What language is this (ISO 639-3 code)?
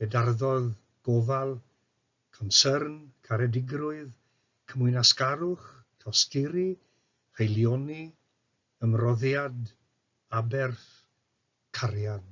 cym